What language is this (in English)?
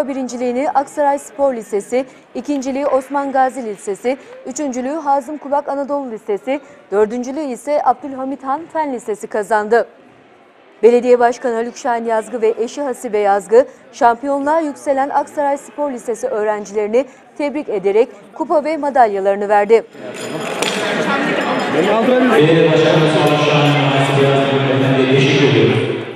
Turkish